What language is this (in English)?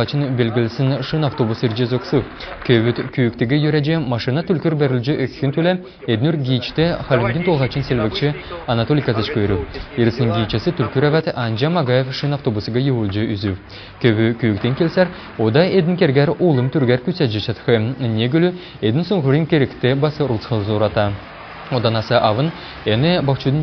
Kalmyk